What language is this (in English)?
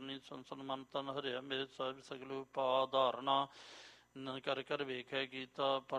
Punjabi